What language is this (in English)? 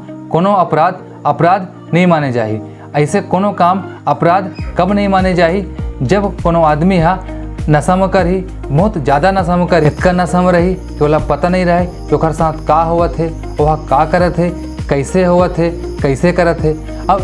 Chhattisgarhi